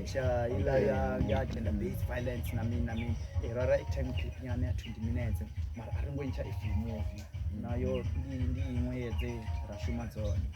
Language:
Venda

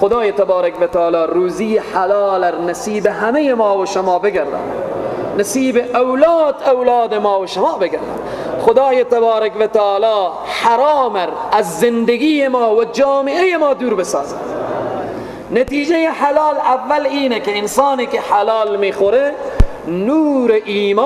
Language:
Persian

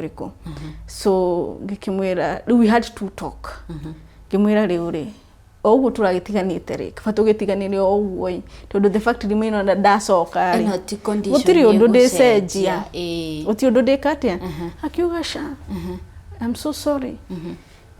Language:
Kikuyu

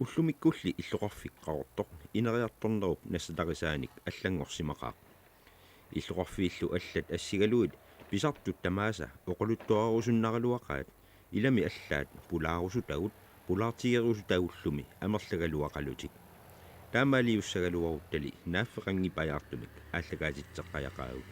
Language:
Kalaallisut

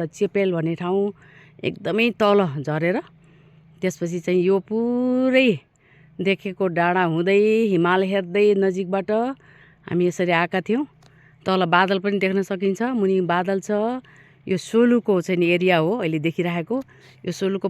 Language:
Nepali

